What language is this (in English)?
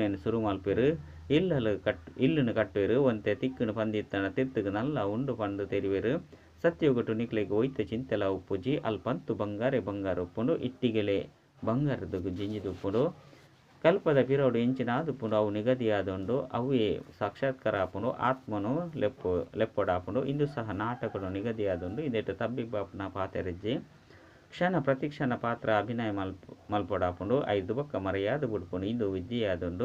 Tulu